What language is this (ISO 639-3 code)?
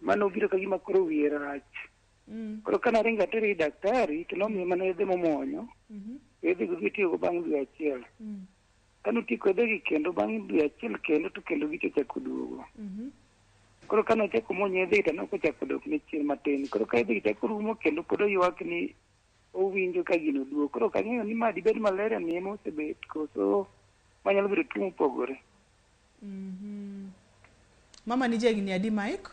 luo